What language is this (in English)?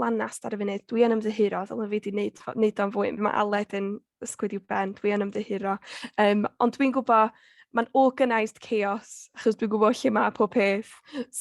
Welsh